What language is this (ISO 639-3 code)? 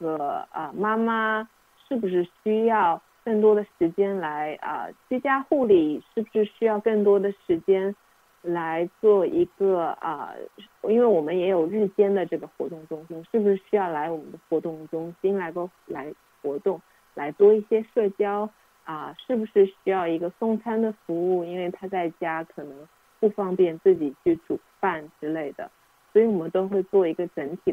zho